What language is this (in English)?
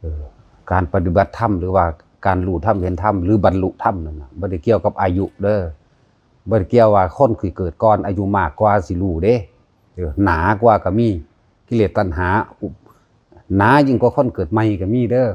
Northeastern Thai